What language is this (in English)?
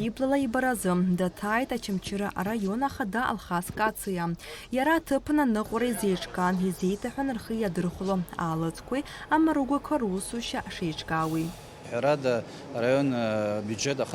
Abkhazian